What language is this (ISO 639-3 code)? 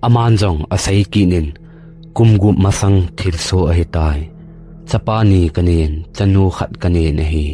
tcz